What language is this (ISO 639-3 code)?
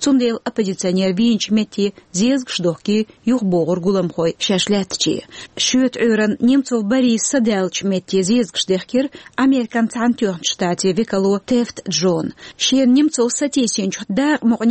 che